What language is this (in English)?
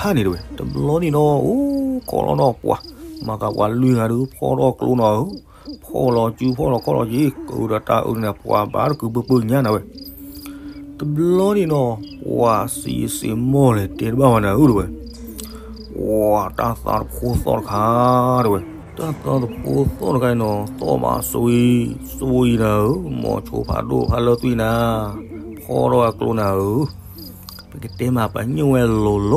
S'gaw Karen